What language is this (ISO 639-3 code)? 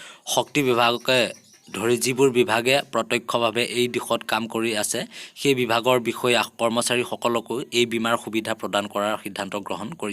asm